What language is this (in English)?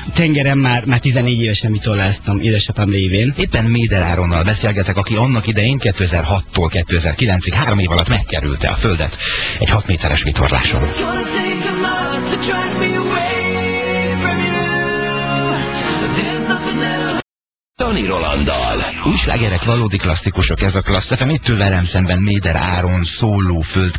Hungarian